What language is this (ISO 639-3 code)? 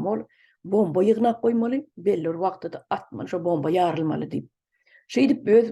tuk